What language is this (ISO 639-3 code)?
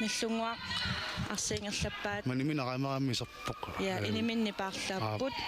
kal